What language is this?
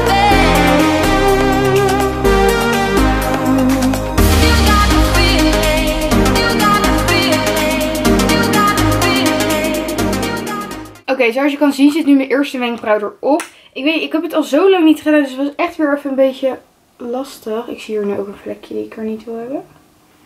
Dutch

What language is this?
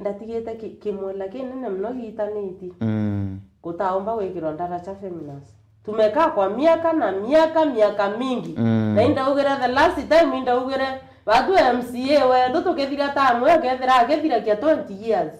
Meru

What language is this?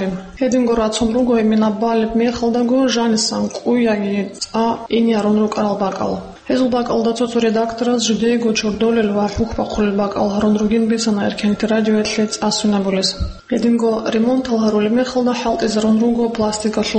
Avaric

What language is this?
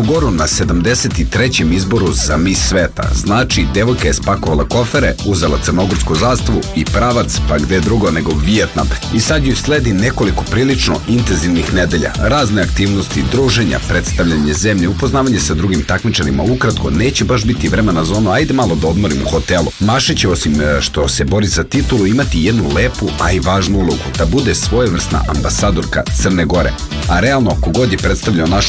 Serbian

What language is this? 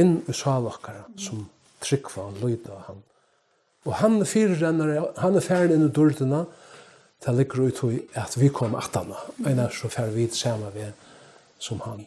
Faroese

